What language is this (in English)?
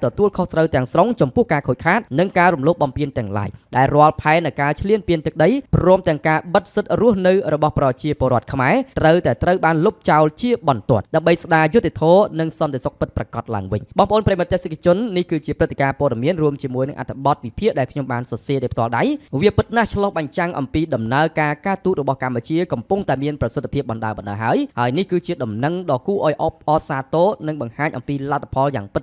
Khmer